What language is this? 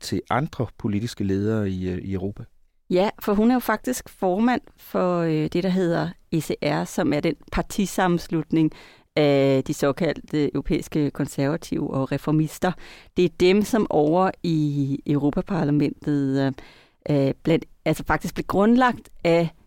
Danish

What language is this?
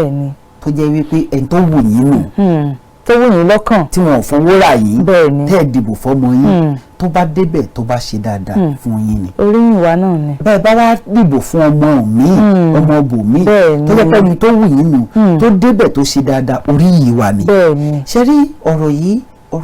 Yoruba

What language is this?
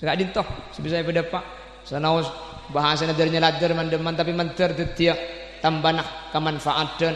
Madurese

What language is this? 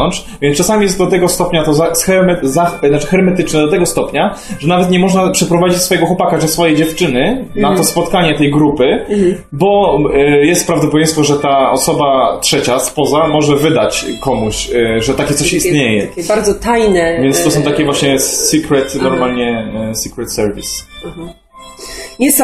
Polish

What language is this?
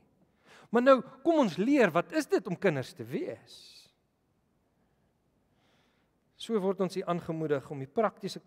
Afrikaans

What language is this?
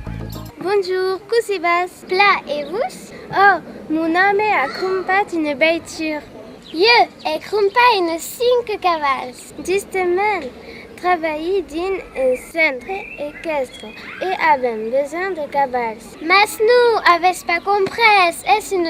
Occitan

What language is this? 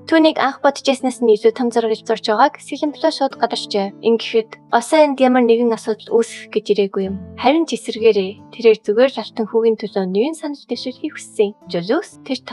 Mongolian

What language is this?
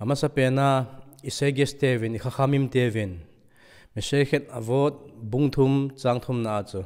Thado Chin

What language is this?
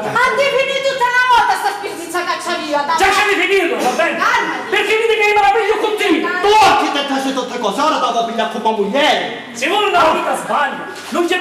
Sicilian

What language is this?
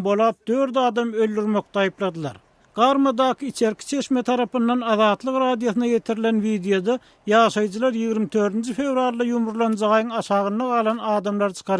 Turkmen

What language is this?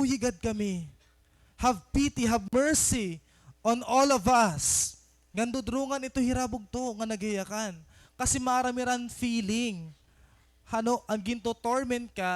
Waray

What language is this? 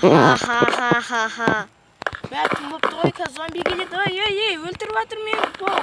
Kazakh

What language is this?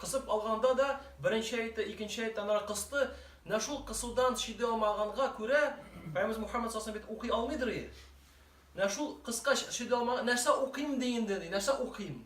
Tatar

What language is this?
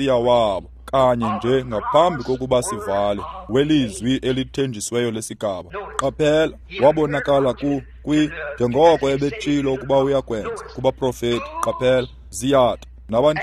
Xhosa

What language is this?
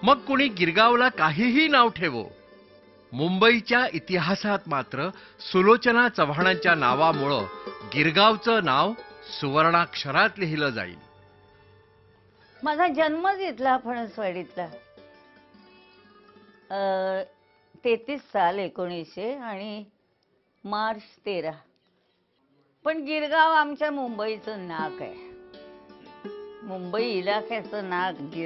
Marathi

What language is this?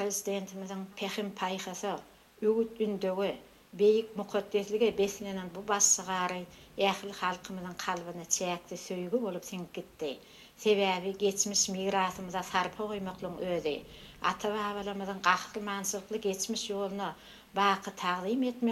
Turkmen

